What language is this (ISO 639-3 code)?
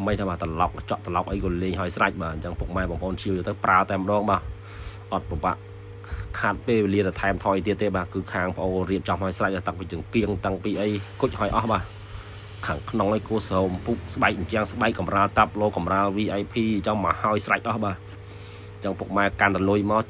khm